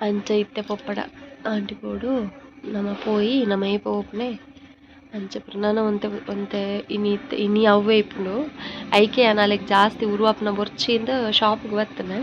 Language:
Tulu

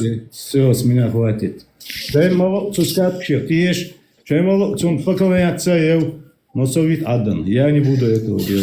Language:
Chechen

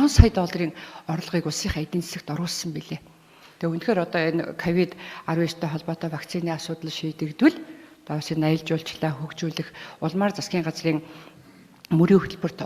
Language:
Mongolian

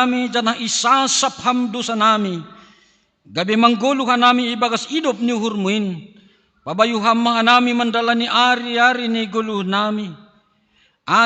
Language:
Batak Simalungun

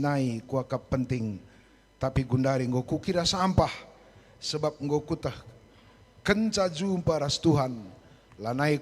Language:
Batak Karo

